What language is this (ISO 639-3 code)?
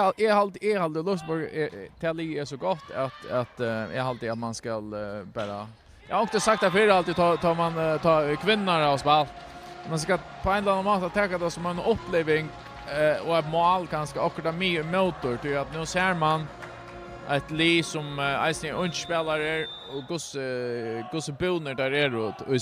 fao